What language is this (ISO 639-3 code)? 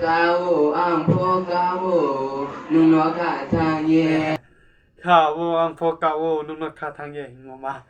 ria